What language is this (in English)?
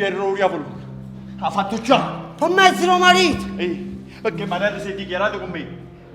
Neapolitan